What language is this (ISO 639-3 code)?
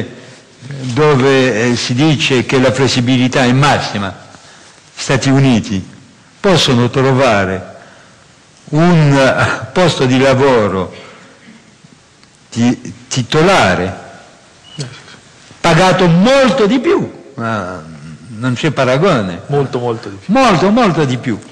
ita